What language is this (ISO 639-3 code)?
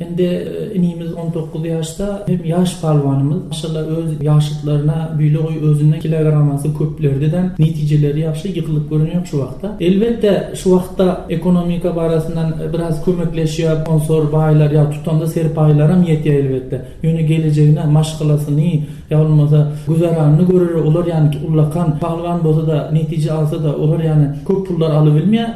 tuk